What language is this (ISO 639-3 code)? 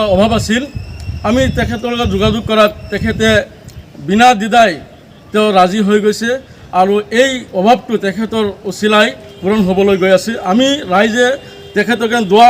asm